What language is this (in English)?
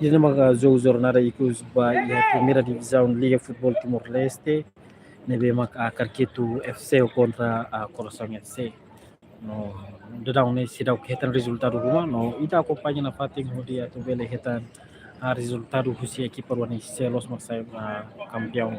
Tetum